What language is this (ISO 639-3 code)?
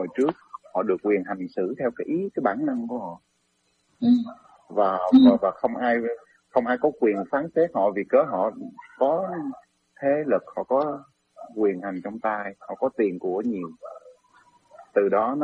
vie